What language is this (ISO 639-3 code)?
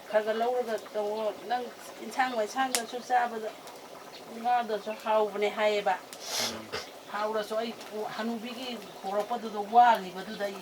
mni